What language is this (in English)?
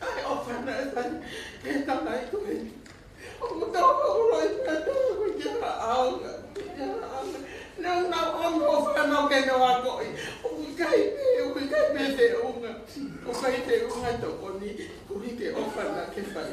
Tongan